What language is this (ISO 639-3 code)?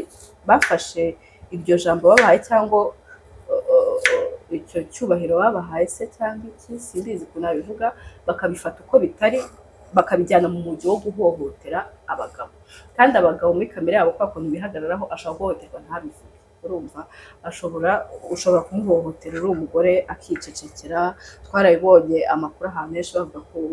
kin